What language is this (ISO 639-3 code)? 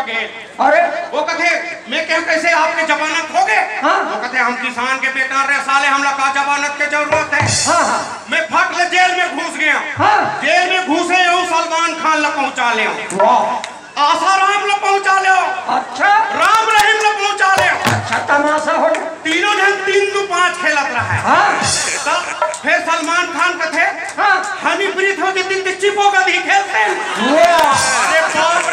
hne